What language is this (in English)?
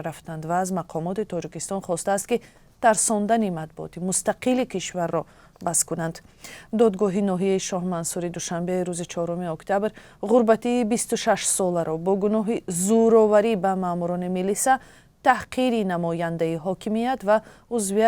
Tajik